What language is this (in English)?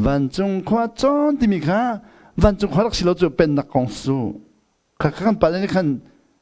Hakha Chin